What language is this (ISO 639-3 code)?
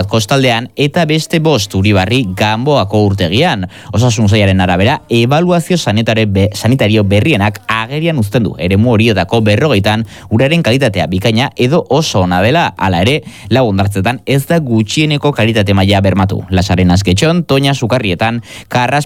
eus